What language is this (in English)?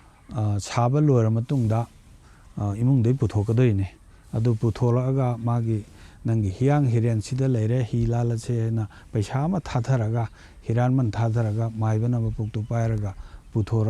Manipuri